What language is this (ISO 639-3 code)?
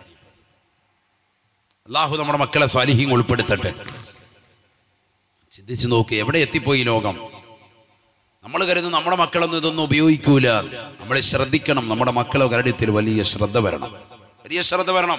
mal